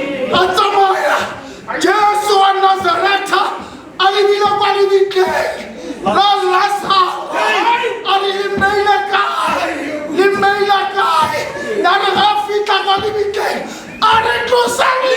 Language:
Tswana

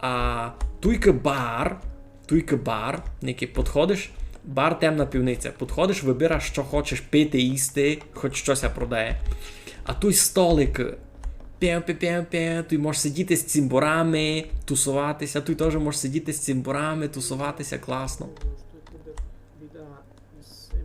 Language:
Rusyn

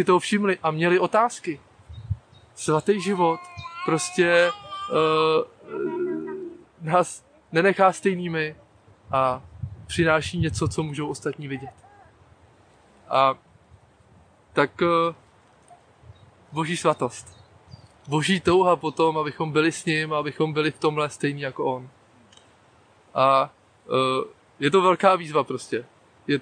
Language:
Czech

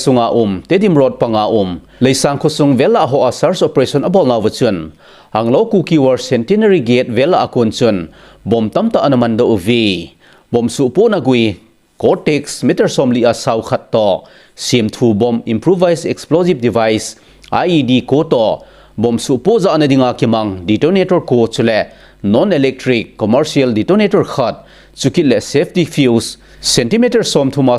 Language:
Thado Chin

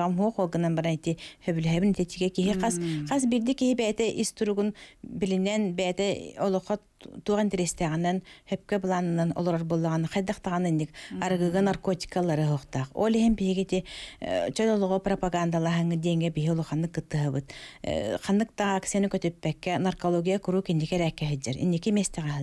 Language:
Yakut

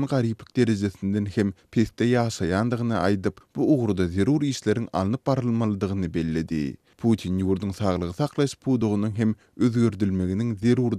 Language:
Turkmen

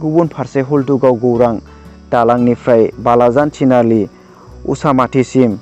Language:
Bodo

